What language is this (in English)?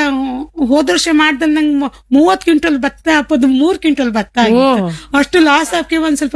Kannada